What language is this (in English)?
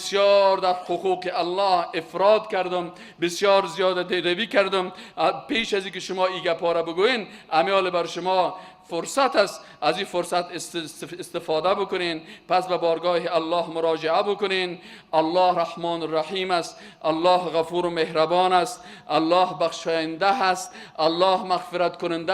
Persian